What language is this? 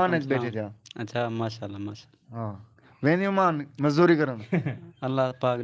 Saraiki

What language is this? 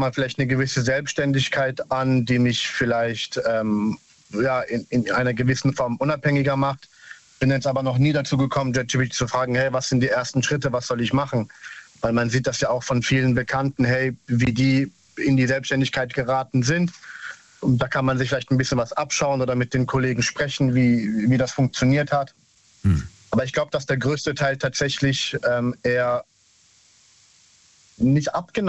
German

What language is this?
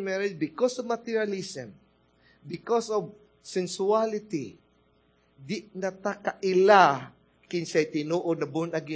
Cebuano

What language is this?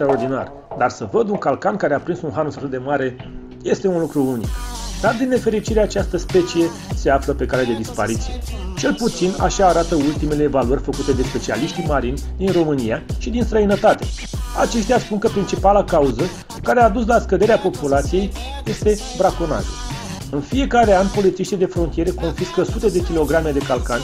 Romanian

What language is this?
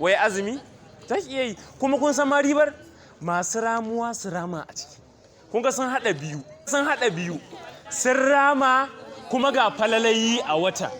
Hausa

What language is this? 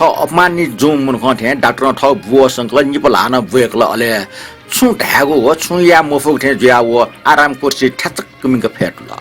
Newari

